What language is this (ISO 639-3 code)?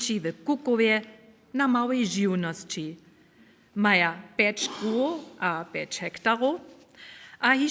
hsb